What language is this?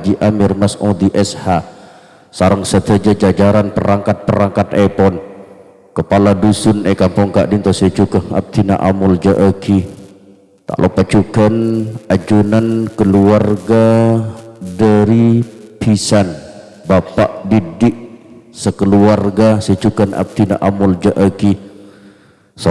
Madurese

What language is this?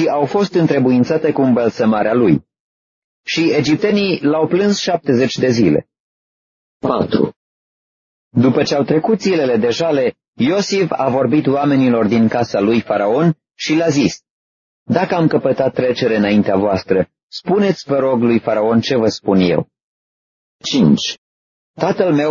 Romanian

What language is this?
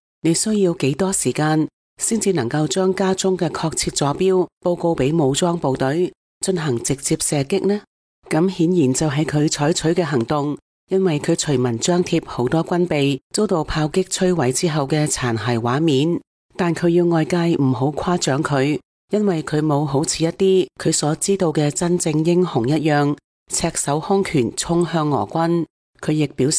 Cantonese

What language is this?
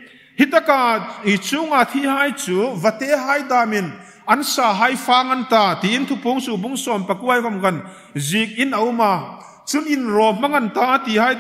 Hmar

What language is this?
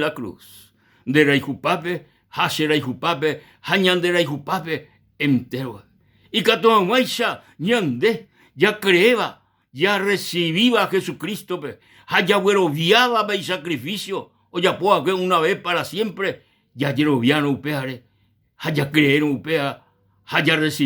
Guarani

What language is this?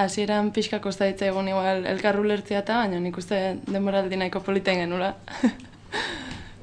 Basque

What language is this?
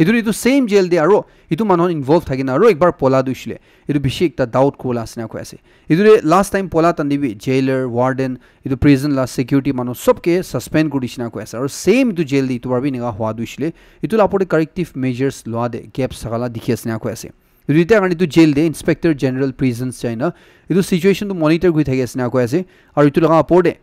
Naga Pidgin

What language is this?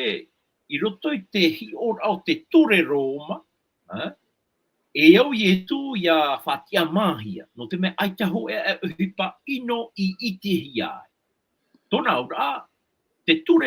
Tahitian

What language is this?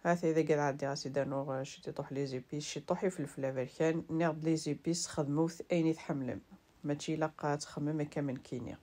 Kabyle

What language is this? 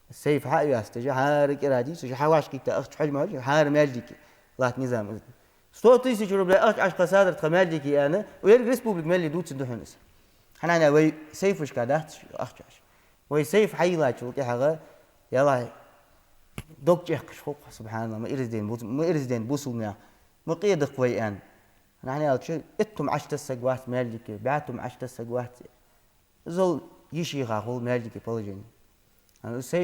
Ingush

